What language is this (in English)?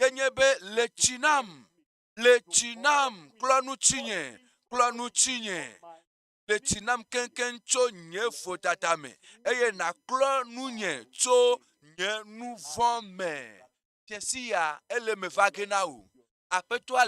Ewe